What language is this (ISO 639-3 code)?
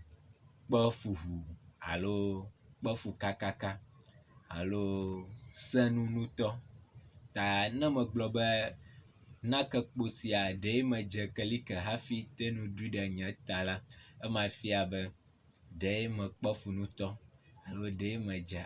ewe